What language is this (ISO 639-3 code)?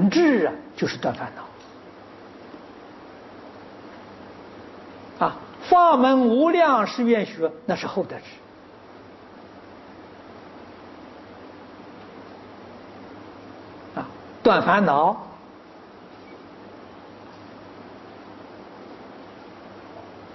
zho